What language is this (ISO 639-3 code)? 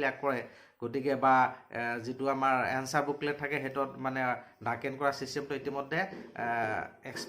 asm